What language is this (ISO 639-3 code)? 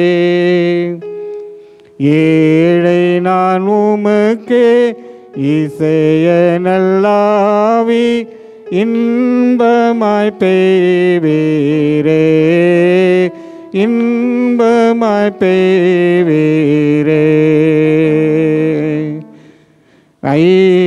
tam